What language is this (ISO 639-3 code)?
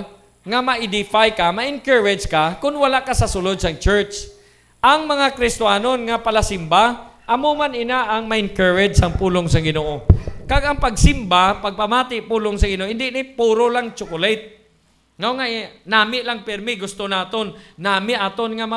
hil